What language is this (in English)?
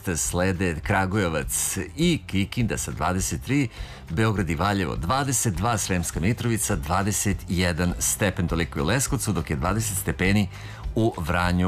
Serbian